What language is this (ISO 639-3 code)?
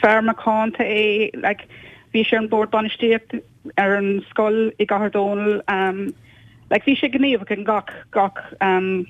gle